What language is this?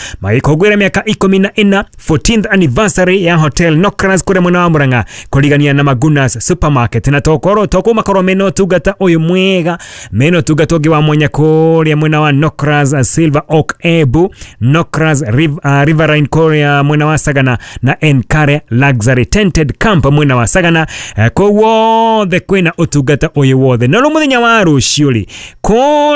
Kikuyu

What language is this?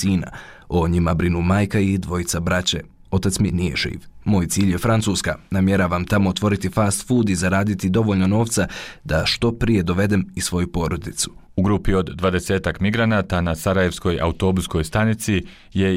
Bosnian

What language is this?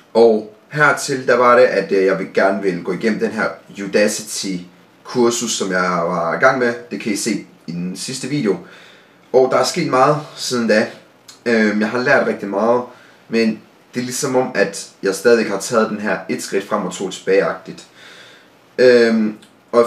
Danish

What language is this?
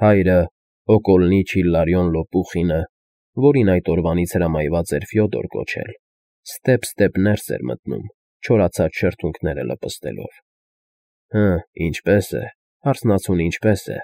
Armenian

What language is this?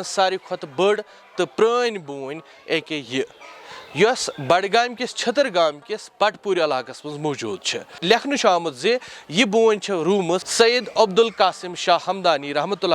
Kashmiri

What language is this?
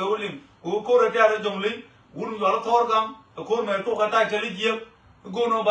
Nuer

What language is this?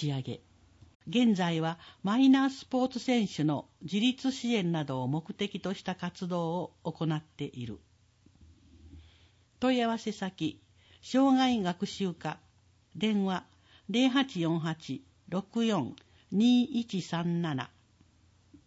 Japanese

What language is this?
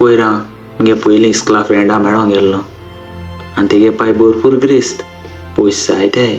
Konkani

